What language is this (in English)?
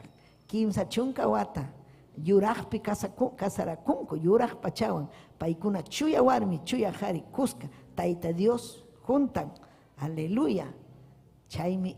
Ayacucho Quechua